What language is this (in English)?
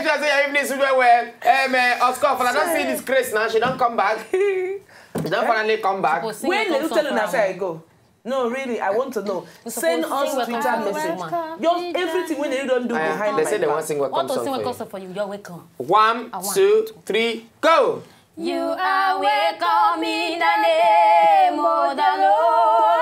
Nigerian Pidgin